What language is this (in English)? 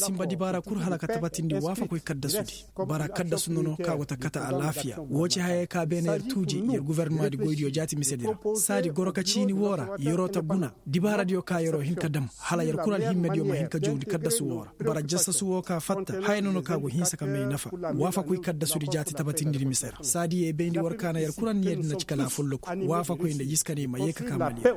Koyraboro Senni